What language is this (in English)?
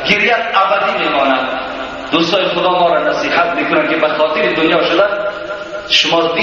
Tajik